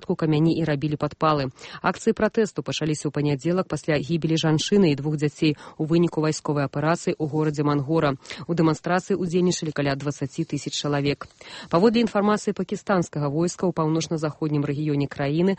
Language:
Belarusian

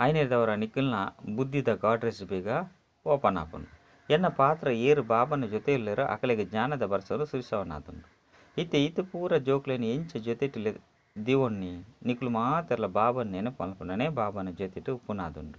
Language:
Tulu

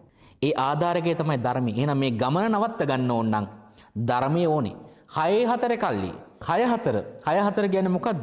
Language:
Sinhala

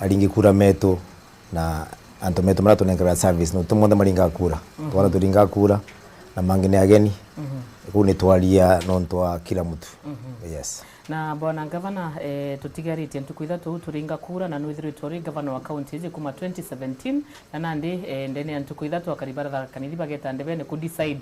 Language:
Meru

